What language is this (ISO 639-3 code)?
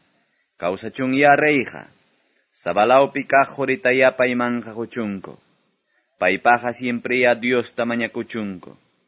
que